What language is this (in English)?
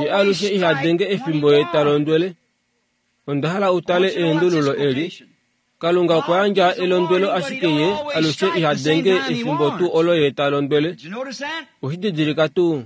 Kuanyama